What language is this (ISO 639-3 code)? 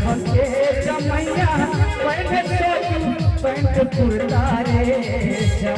mai